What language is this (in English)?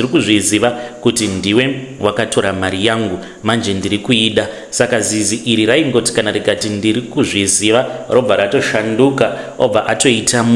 Shona